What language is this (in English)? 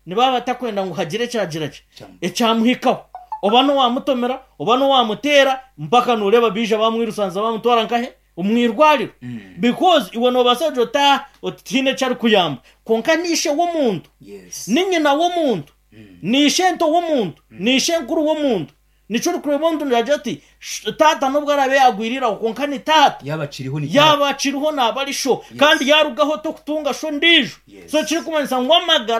Nyankole